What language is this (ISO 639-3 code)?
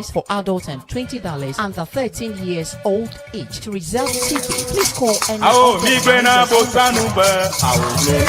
ewe